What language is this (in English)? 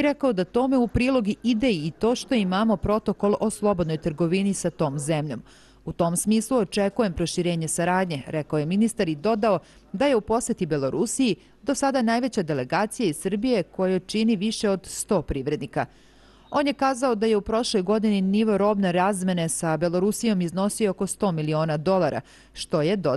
Serbian